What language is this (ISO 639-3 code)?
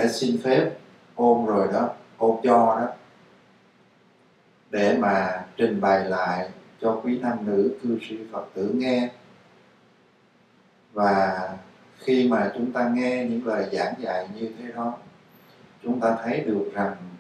vie